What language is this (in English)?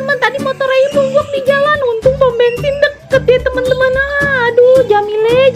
Betawi